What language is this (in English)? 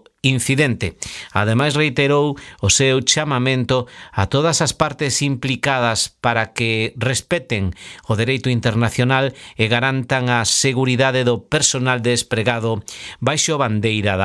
Galician